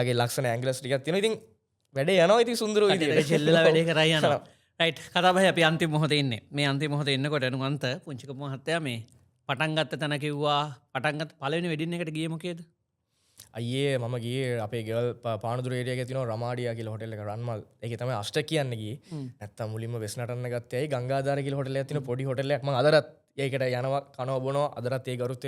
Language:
Sinhala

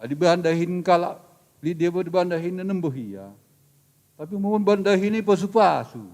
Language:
Batak Karo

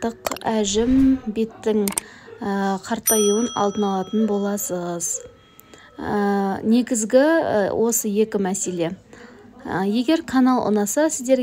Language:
Kazakh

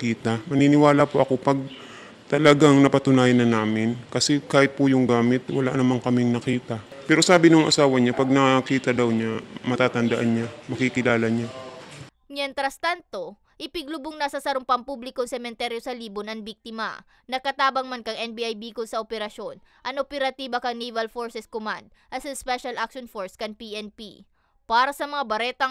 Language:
Bikol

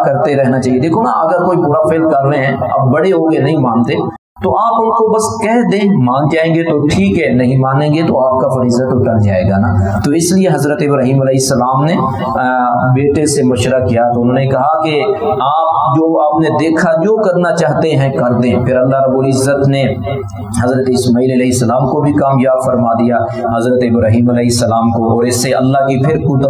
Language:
Urdu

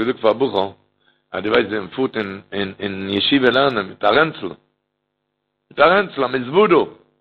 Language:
Yiddish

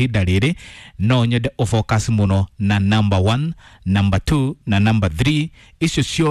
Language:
Kikuyu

